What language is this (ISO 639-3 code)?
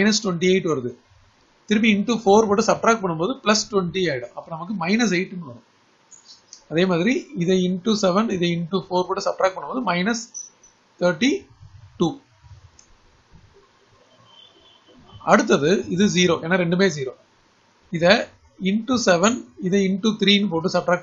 tam